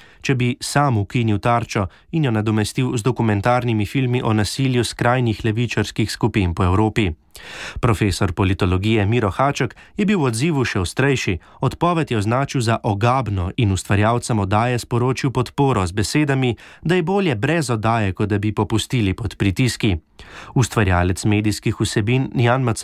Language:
Slovenian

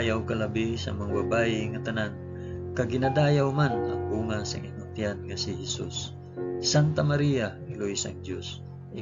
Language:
Hiligaynon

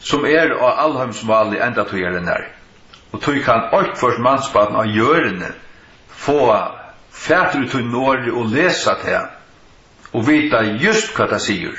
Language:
Faroese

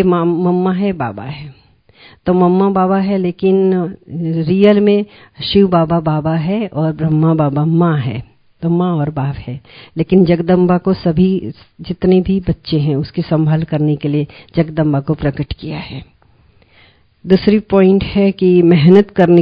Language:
Hindi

